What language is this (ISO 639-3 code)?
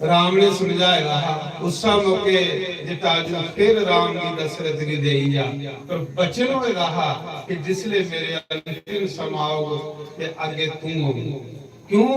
doi